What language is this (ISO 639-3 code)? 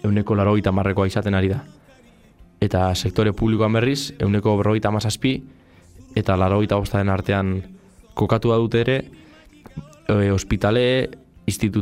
eus